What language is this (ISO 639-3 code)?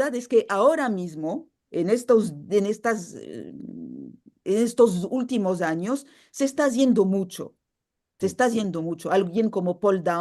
lad